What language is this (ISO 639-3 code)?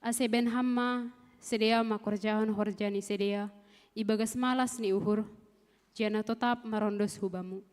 bts